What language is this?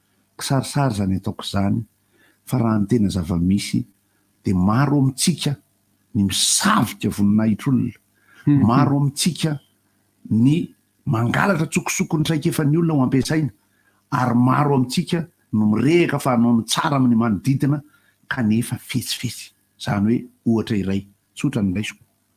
Malagasy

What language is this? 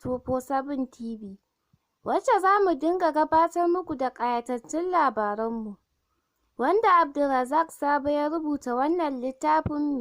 Hausa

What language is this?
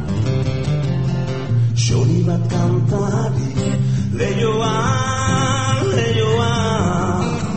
Basque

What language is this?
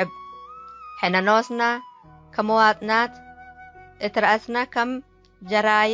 Tigre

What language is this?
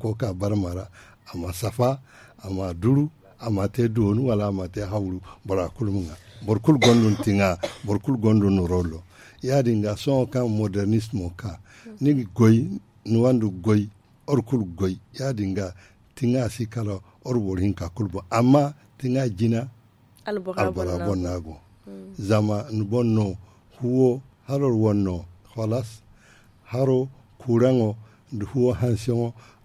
Zarma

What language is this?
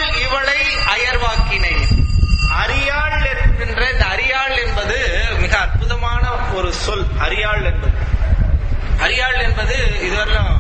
Tamil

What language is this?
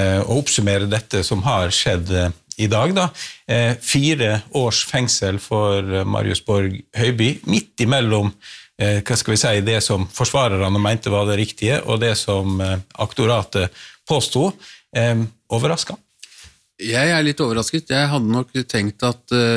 Norwegian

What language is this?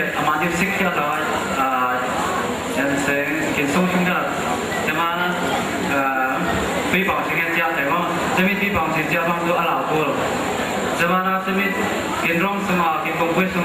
Falam Chin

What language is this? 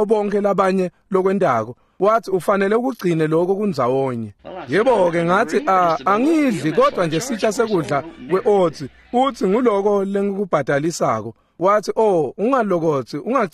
Swati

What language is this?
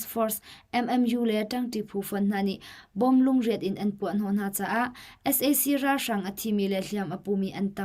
Hakha Chin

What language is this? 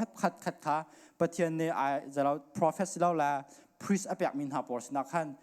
Hakha Chin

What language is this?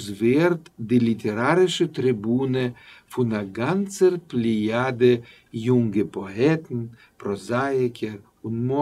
Yiddish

